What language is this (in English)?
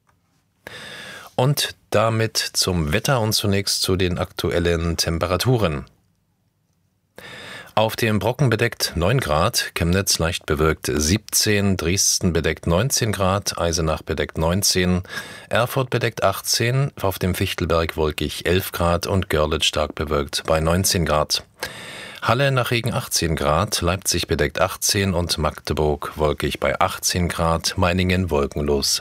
German